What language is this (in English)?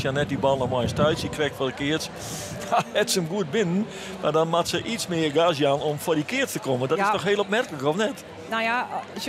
Western Frisian